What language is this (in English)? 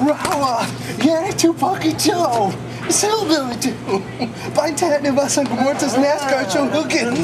Irish